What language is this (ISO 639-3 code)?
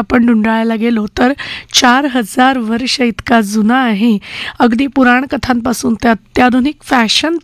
mar